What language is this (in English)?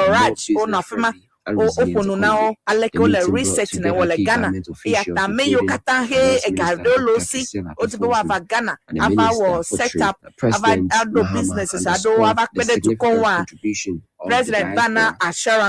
Ewe